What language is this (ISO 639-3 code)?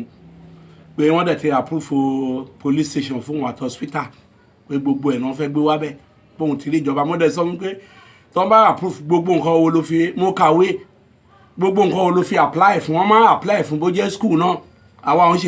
yor